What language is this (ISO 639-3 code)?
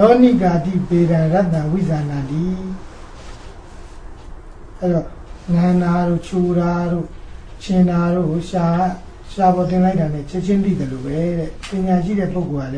mya